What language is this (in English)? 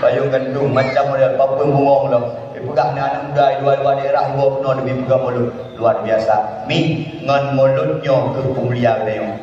Achinese